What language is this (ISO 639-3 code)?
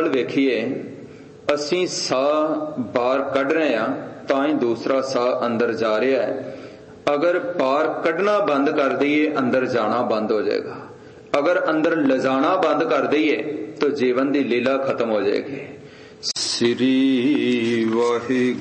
pan